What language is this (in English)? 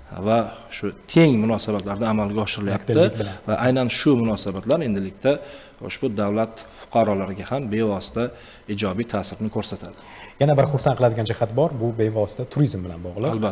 Uzbek